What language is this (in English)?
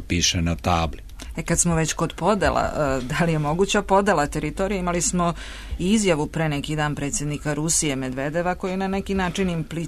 Serbian